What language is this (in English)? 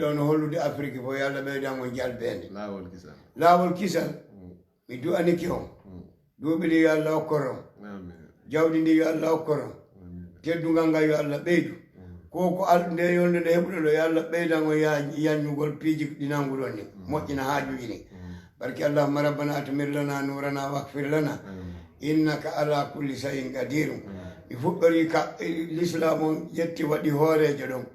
Fula